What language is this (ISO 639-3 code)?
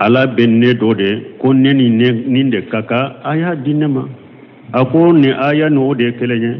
bam